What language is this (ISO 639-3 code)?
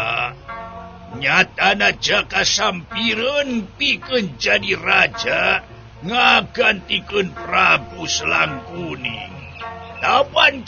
sun